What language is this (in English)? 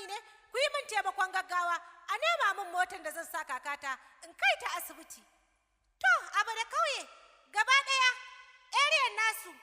Hausa